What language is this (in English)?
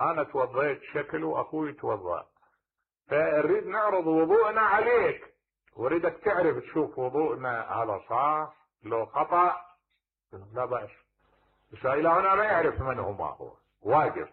Mesopotamian Arabic